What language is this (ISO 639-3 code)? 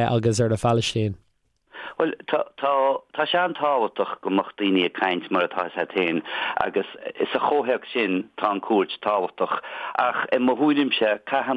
gle